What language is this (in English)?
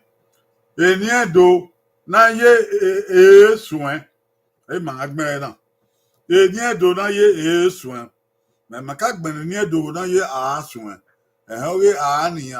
Bini